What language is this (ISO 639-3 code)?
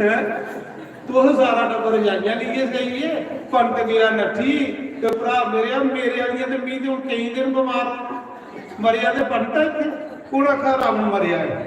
doi